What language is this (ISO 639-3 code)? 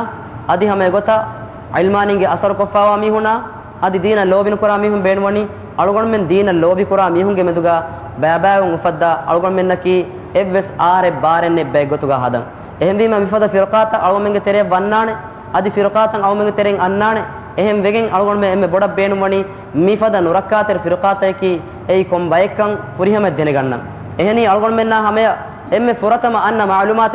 div